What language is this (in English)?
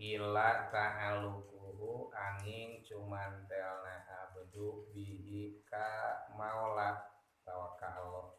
Sundanese